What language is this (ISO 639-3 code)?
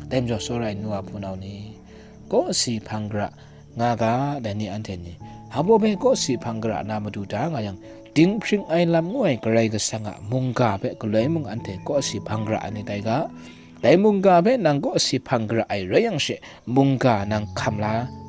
kac